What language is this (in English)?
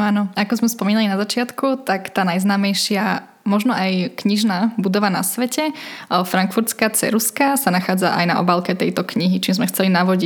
Slovak